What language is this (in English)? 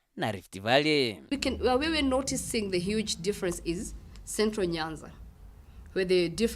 Meru